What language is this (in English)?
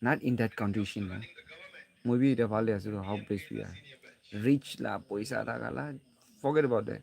Naga Pidgin